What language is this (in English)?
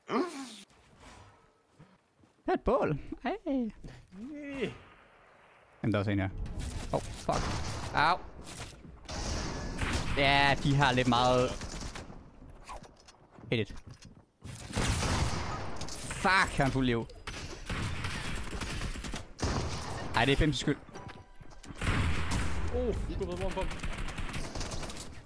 Danish